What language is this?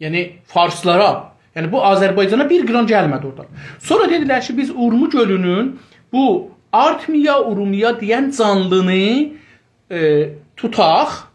South Azerbaijani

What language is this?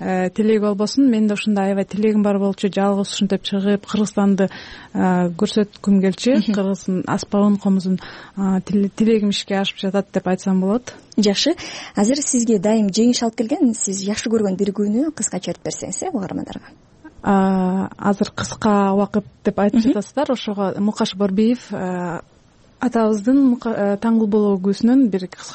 Kyrgyz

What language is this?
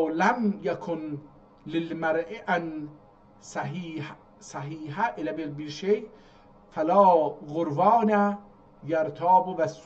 South Azerbaijani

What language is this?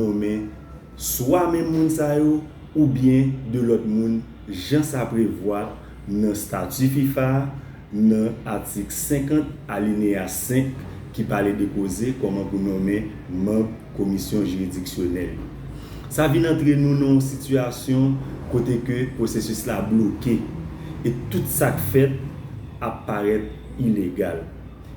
Haitian Creole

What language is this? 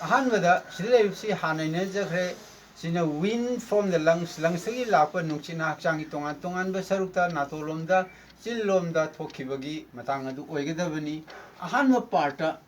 Manipuri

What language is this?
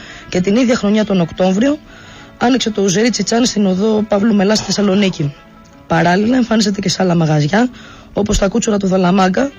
Greek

